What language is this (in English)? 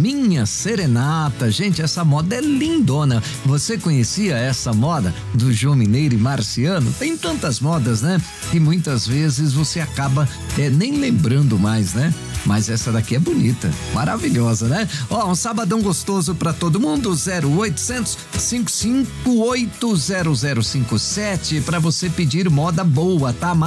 Portuguese